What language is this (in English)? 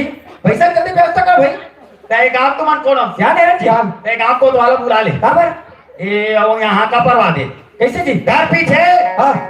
Chhattisgarhi